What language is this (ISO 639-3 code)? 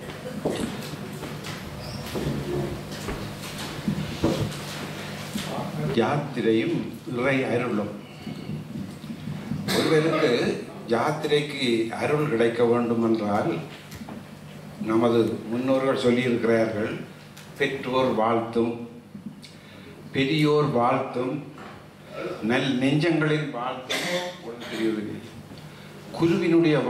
tam